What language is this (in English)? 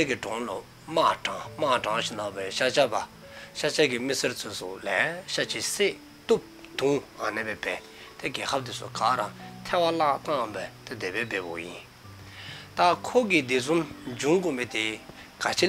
Dzongkha